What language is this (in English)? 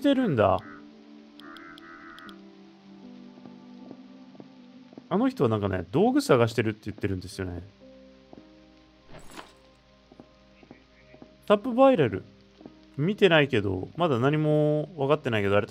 Japanese